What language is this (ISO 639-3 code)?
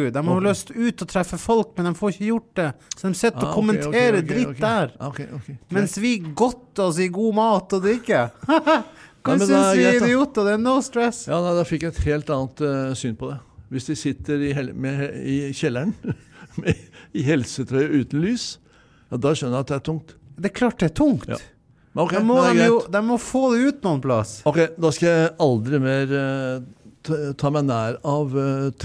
nor